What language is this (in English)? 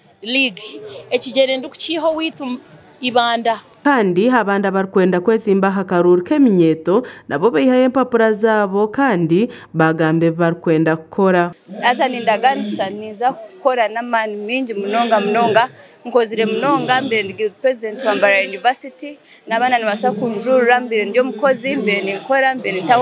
Nyankole